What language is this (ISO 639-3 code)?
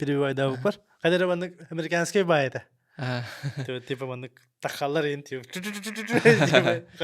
sah